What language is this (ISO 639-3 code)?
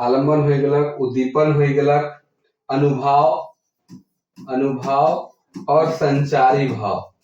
sck